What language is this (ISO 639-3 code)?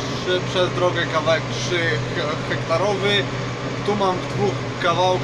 pol